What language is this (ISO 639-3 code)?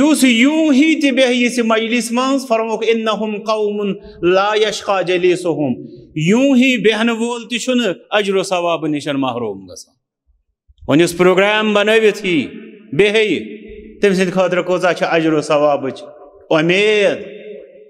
kas